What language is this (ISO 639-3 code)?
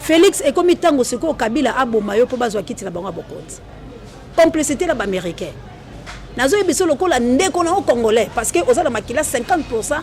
lin